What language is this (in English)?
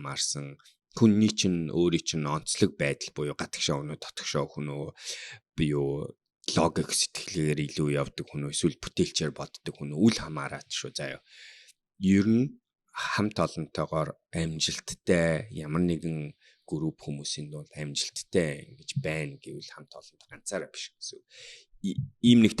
Mongolian